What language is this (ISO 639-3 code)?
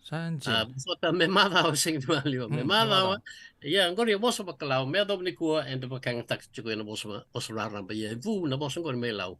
fij